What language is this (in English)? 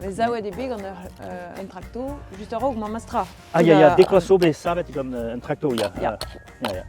Breton